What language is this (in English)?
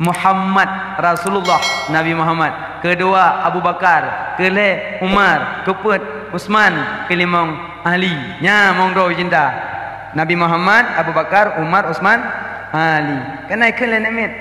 Achinese